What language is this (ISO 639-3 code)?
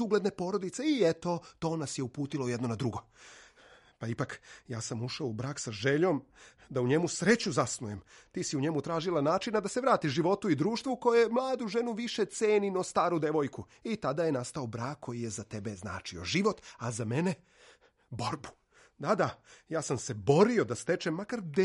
srp